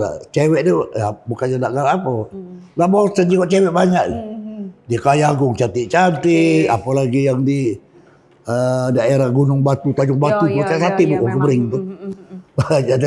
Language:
Musi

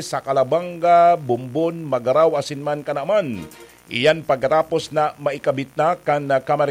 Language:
Bikol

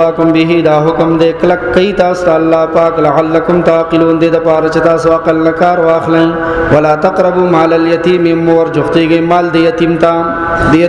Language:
Pashto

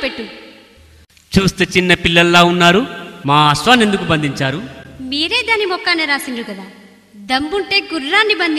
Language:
Telugu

